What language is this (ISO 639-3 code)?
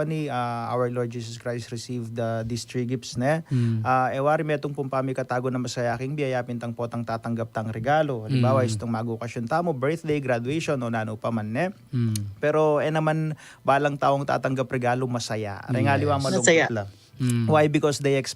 pam